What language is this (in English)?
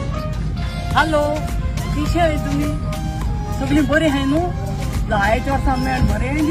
Konkani